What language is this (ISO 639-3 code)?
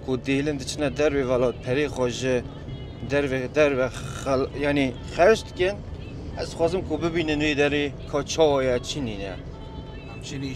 kur